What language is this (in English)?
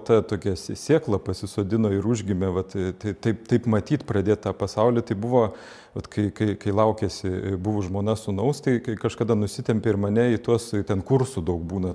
Lithuanian